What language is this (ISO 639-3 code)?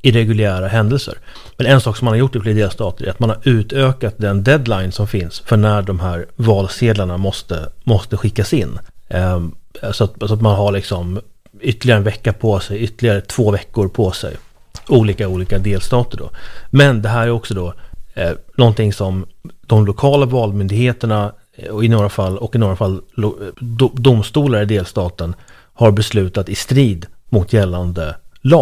swe